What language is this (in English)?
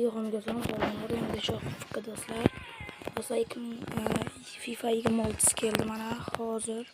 Uzbek